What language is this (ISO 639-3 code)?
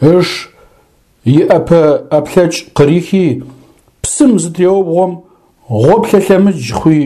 ady